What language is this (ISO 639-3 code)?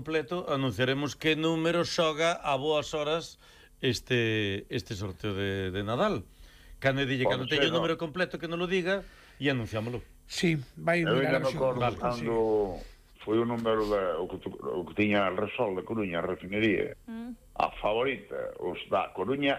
glg